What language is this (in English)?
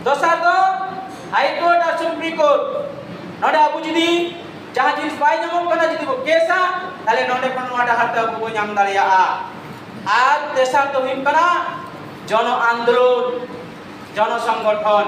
Santali